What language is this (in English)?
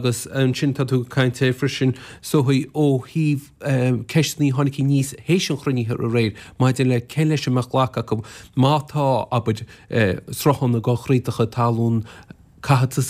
Irish